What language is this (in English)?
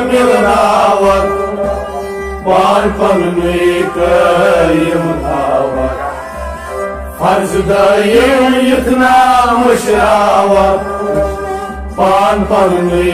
Kashmiri